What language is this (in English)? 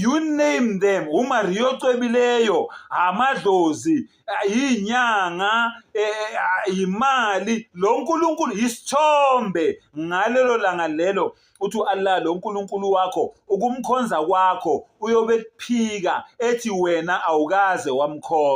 Zulu